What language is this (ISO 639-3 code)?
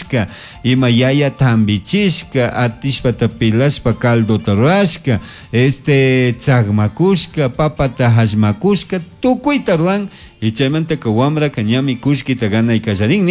qug